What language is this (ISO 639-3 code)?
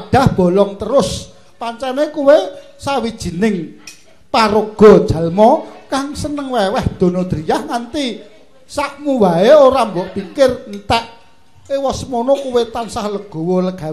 jav